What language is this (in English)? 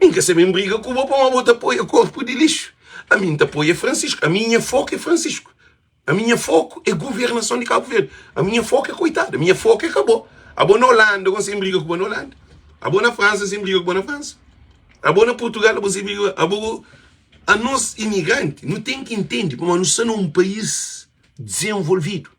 Kabuverdianu